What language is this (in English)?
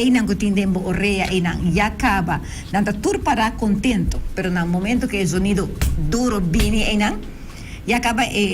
Papiamento